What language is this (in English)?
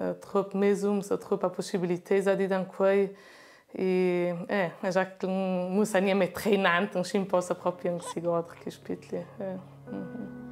Ladin